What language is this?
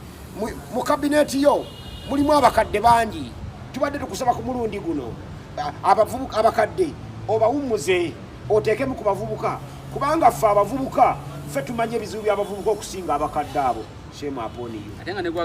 Ganda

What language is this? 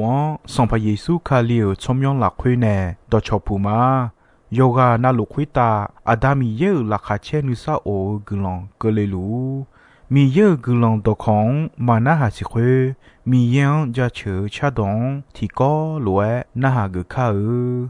Akha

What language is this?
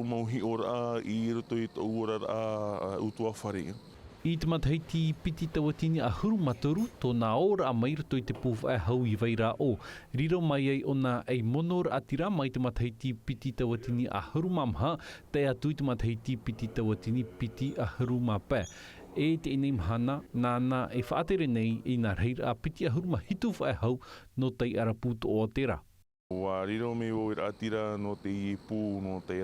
Tahitian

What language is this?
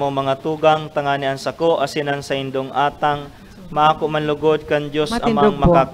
Bikol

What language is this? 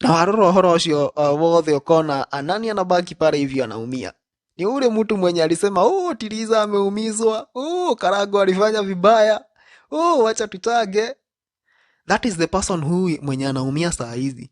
Kikuyu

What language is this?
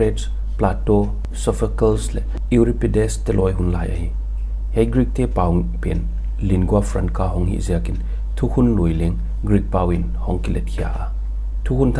Paite Chin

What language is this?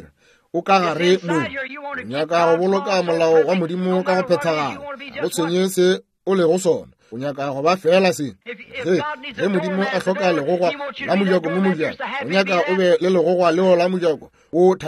Northern Sotho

